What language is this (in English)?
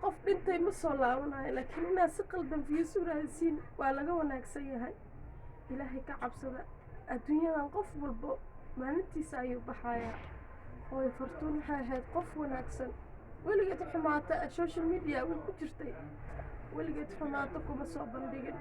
Somali